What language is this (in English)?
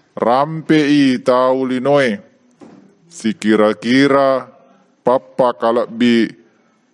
Buginese